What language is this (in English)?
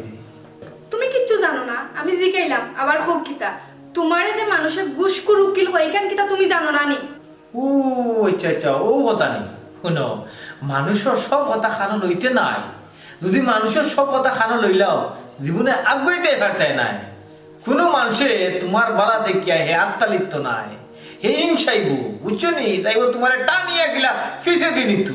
Sylheti